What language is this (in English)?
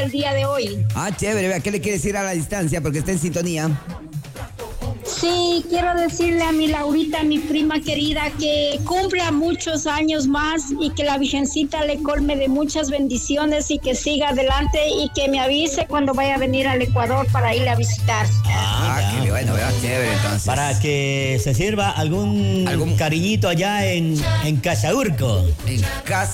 Spanish